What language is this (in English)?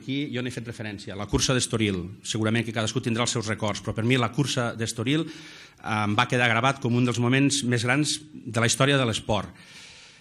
Catalan